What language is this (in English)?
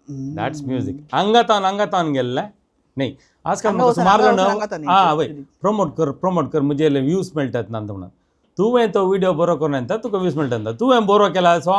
Konkani